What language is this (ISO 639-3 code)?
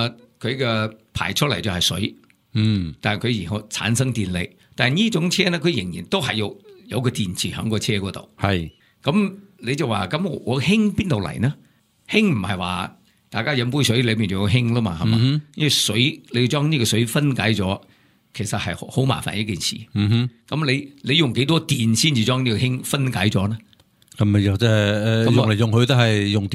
yue